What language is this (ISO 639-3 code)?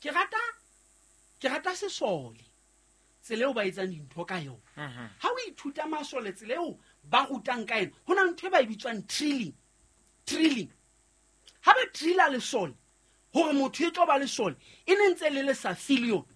sot